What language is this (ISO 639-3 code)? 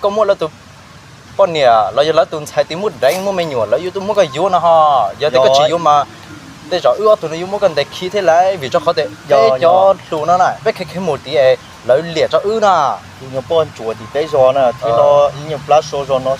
hmn